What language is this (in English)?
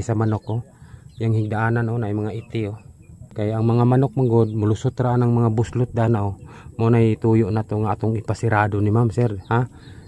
Cebuano